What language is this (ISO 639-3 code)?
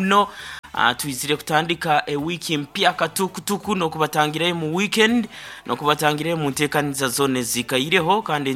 nyo